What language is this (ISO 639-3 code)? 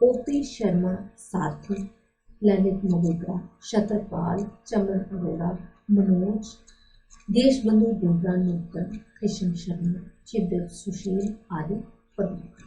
doi